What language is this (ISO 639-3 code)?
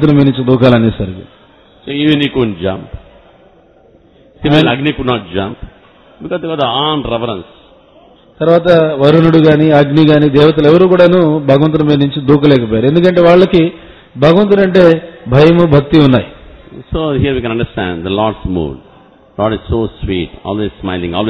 tel